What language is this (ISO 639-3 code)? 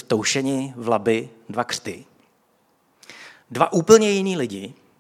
ces